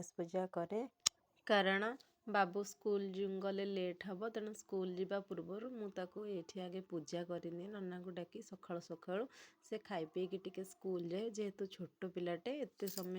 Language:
Odia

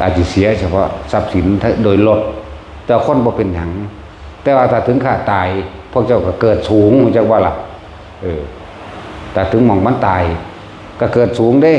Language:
Northeastern Thai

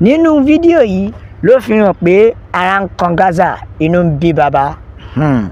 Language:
Yoruba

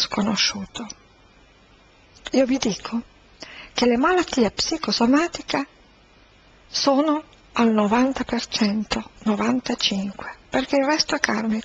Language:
Italian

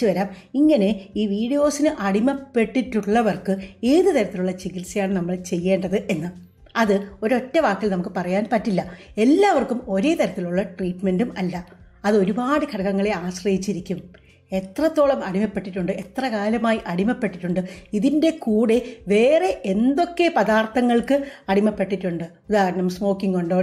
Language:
Malayalam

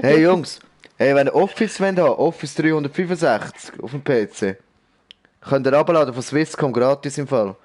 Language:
Swiss German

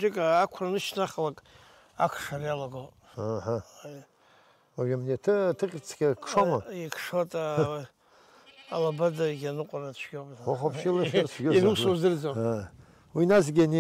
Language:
Abkhazian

